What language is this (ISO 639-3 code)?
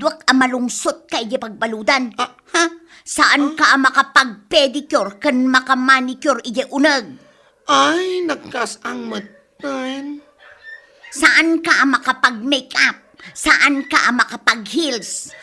ilo